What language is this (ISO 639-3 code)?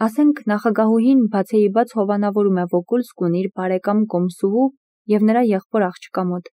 hye